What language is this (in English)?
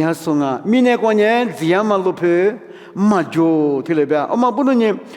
Lisu